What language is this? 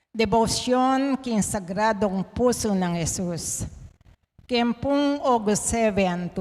Pampanga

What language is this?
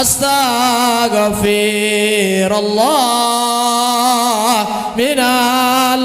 Sasak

